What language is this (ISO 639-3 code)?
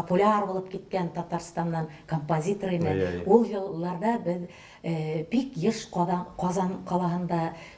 bak